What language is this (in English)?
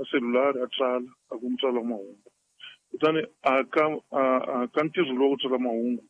Tsonga